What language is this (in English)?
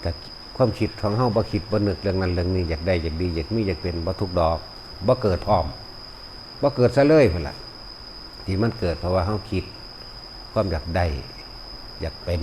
Northeastern Thai